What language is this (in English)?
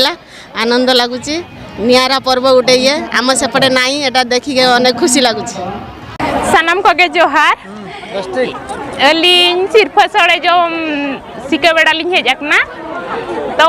Santali